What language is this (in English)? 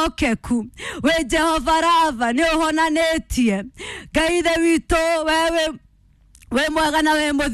Kikuyu